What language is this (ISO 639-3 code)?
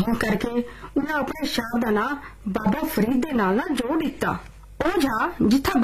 pan